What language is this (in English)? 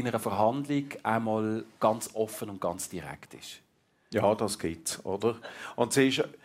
German